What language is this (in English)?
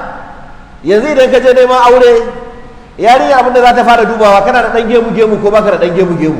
Hausa